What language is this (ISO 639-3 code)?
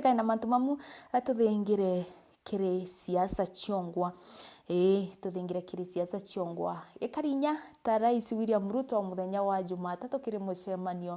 mer